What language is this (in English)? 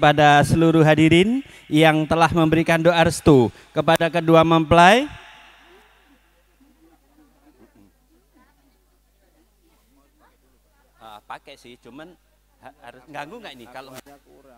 Indonesian